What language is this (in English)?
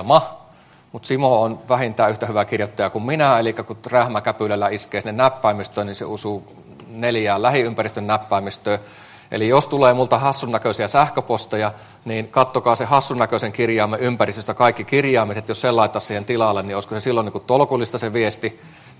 Finnish